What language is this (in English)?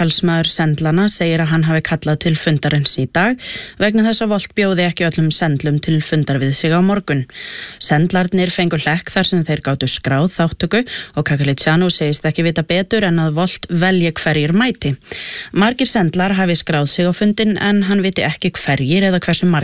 Icelandic